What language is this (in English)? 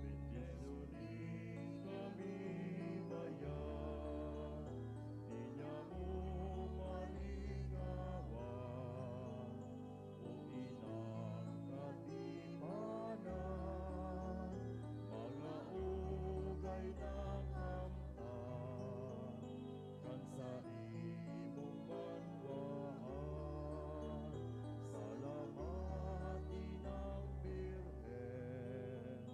Bikol